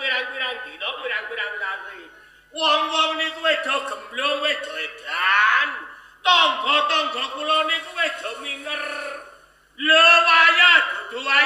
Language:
Javanese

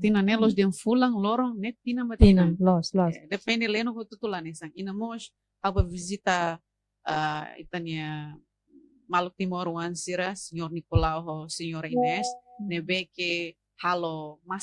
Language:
Tetum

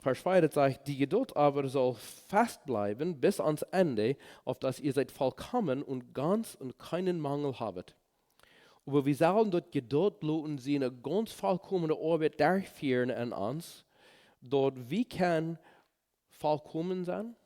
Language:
Plautdietsch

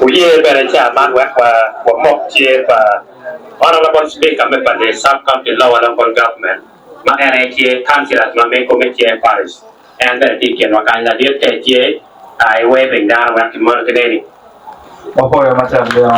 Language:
Acoli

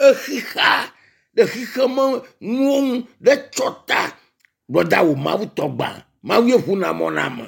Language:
Ewe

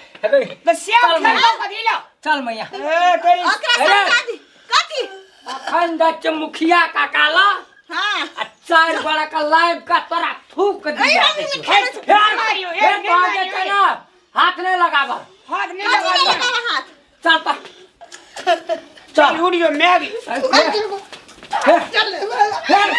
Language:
Maithili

